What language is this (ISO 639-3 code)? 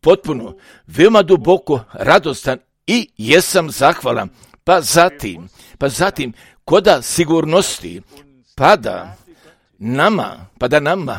srp